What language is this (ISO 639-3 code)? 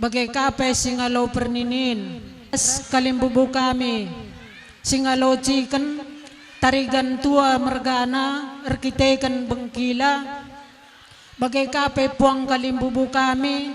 btx